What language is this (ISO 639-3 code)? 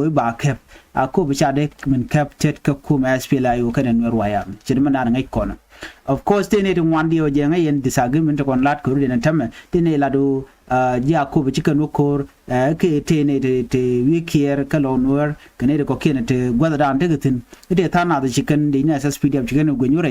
nus